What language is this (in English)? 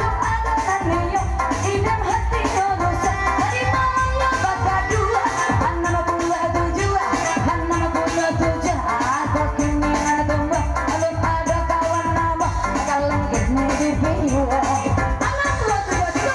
Minangkabau